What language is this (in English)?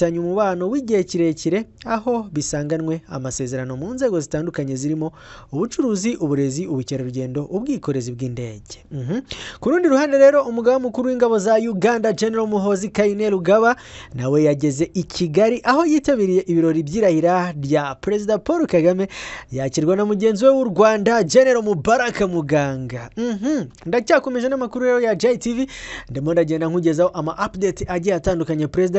Kinyarwanda